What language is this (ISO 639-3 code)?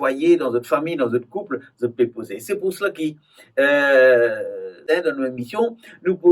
mfe